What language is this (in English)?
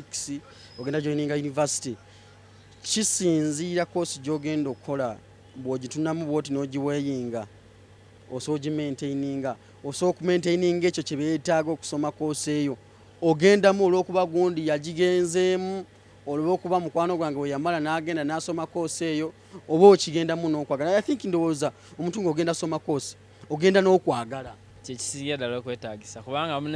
Ganda